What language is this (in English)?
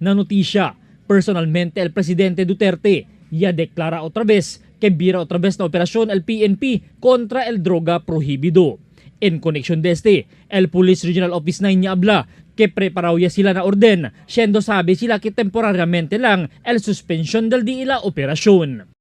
Chavacano